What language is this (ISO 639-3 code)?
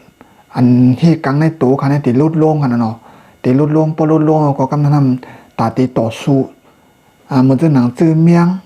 shn